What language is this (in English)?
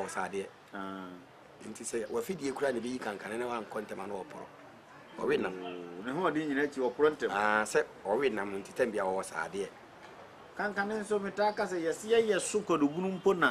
Akan